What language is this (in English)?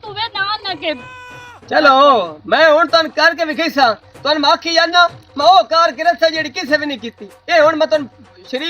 Western Panjabi